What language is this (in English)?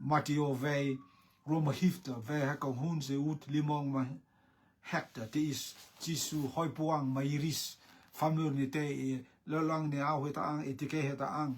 Rotuman